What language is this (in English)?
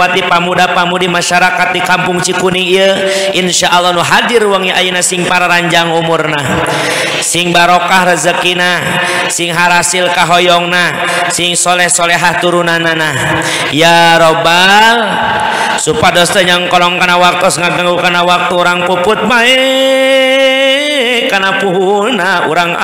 Sundanese